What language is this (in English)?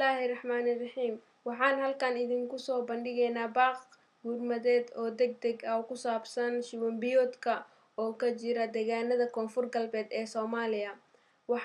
Somali